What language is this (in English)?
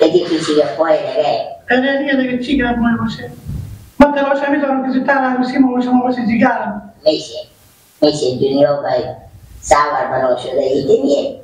Persian